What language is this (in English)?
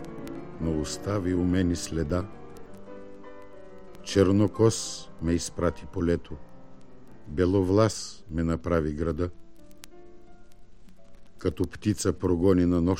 Bulgarian